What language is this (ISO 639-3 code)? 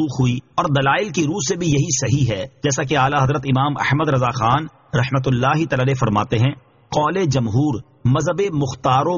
urd